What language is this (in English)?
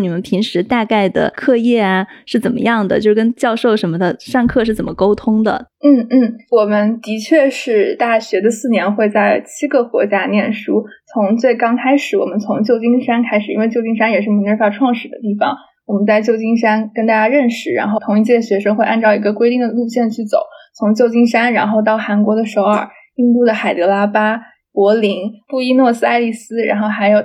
Chinese